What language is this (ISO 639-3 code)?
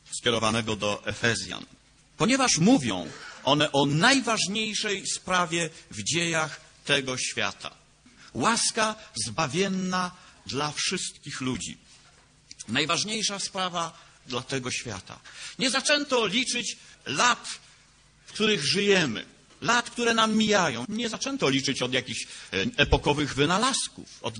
pol